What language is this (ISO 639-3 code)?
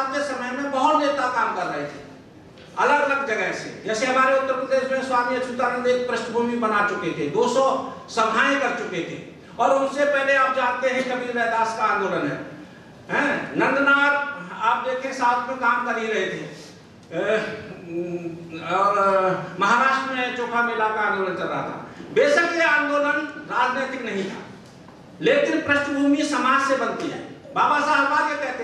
hin